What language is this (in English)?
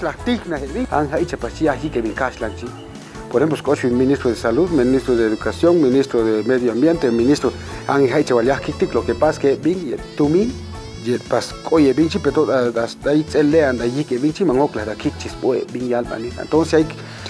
Chuj